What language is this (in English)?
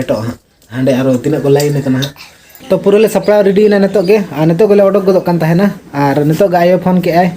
Santali